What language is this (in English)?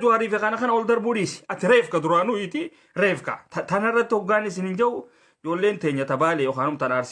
Oromo